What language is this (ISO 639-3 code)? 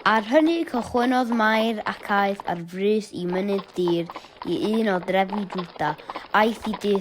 cym